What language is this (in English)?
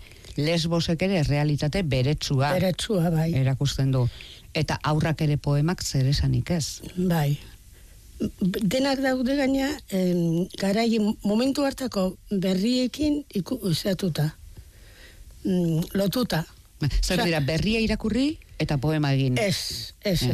Basque